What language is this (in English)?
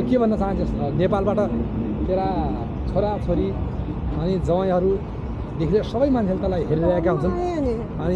Nepali